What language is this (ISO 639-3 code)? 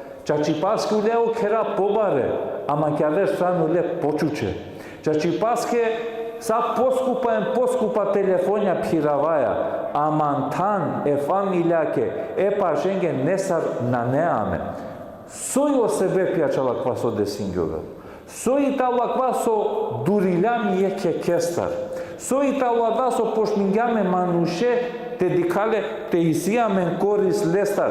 rmn